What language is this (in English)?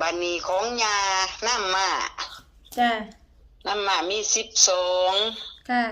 Northeastern Thai